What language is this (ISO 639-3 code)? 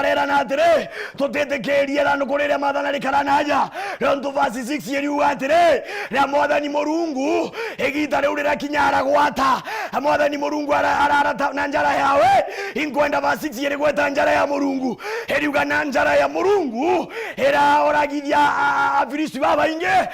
mer